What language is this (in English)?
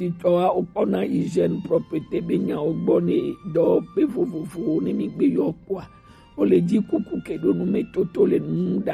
Gen